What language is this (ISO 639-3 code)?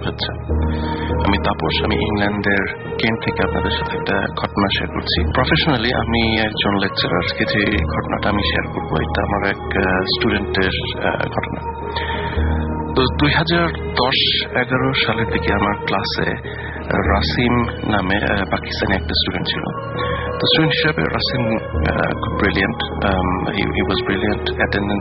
ben